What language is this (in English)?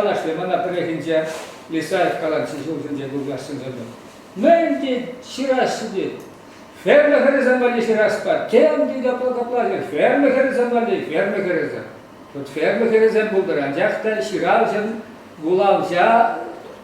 Chuvash